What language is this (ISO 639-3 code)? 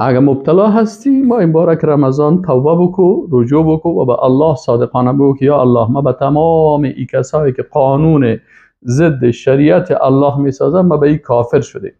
fas